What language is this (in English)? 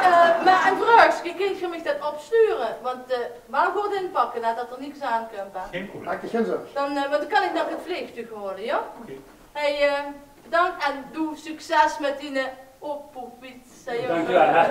Limburgish